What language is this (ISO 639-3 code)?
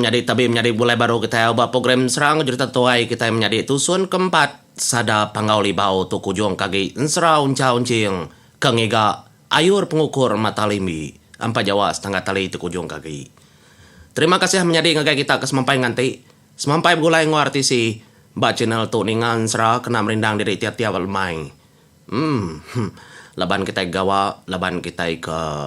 iba